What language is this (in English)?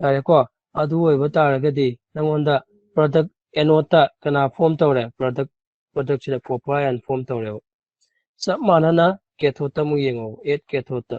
Manipuri